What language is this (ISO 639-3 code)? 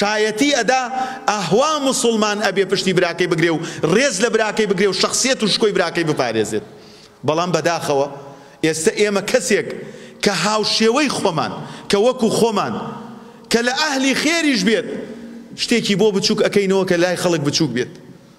ckb